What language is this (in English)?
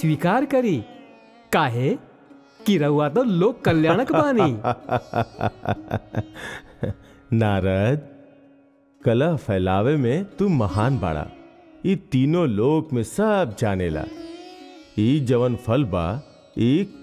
Bhojpuri